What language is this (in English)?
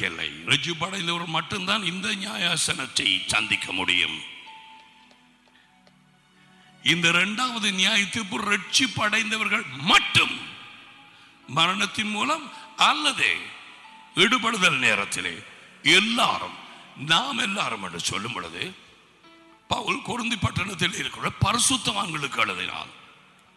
Tamil